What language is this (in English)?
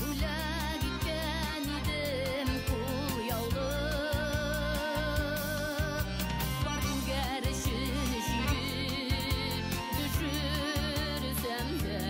Bashkir